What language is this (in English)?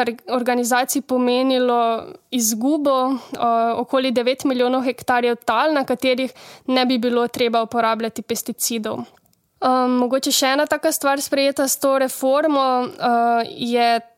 Slovenian